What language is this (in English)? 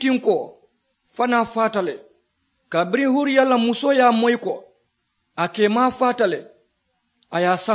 Mandingo